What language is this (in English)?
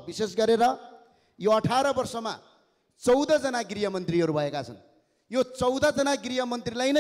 Nepali